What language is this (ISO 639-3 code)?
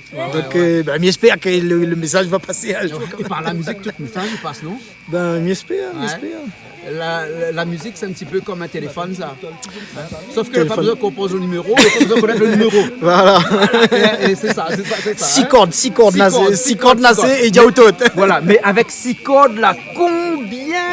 rcf